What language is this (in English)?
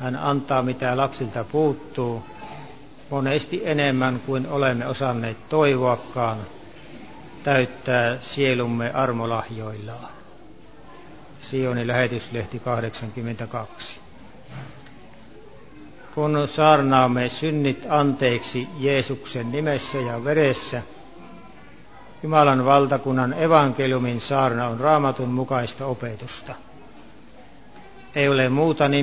Finnish